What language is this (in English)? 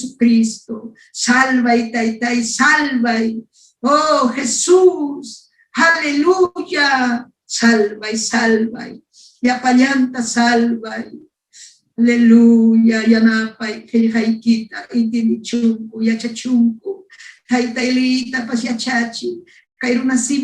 Ayacucho Quechua